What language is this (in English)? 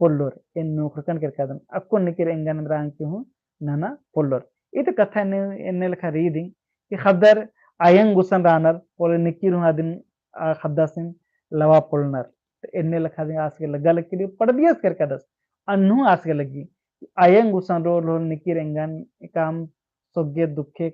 Kurukh